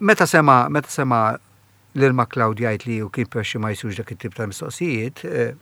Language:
Maltese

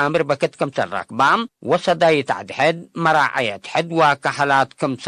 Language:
Tigre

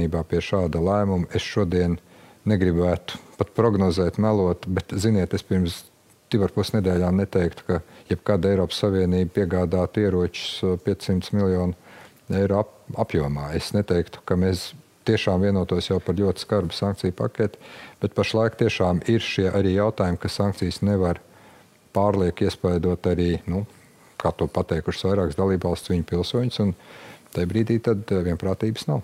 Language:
Latvian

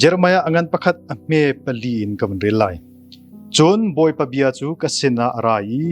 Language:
Hakha Chin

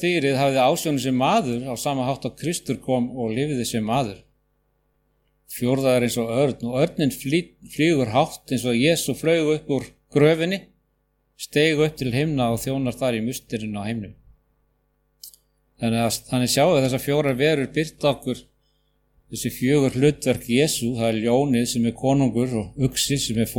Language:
Icelandic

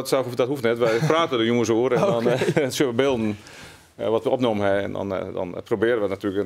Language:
Western Frisian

